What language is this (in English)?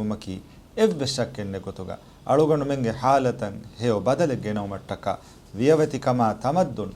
Divehi